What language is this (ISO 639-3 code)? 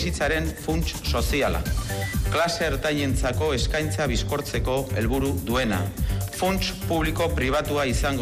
eus